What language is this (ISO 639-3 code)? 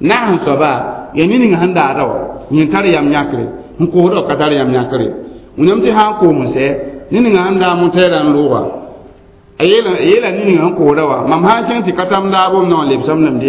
mos